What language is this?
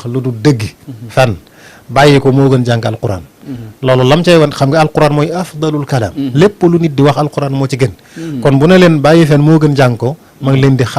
Wolof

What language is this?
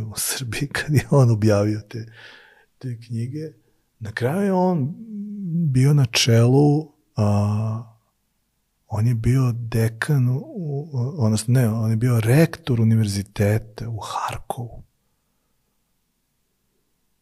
Serbian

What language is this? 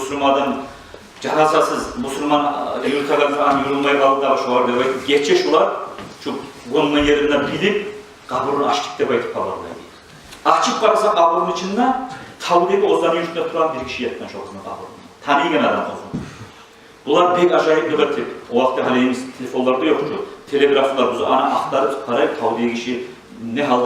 Kumyk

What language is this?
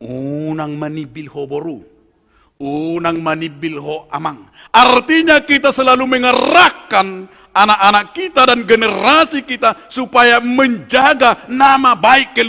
Batak Toba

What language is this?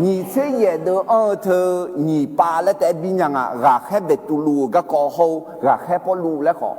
Akha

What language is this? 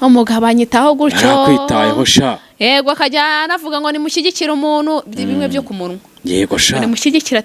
Kinyarwanda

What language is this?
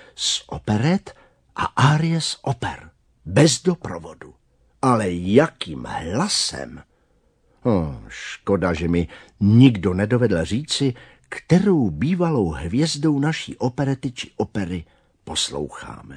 Czech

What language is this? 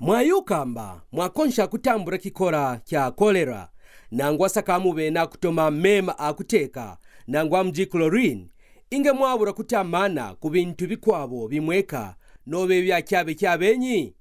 Kaonde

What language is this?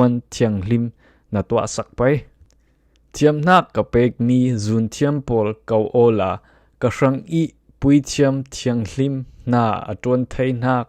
Falam Chin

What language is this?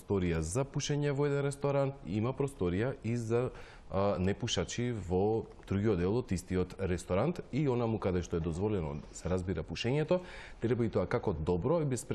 Macedonian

